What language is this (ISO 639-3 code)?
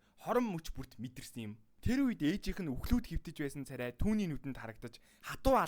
mon